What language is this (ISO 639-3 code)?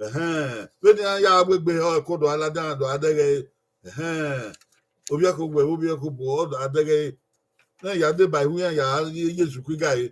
bin